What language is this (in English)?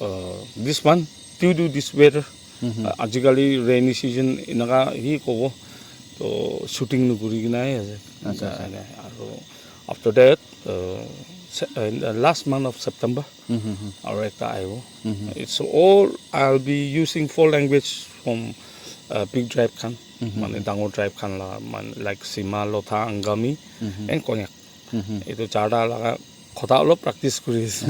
Naga Pidgin